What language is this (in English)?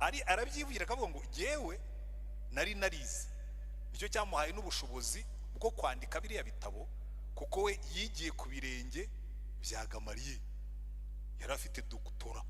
Kinyarwanda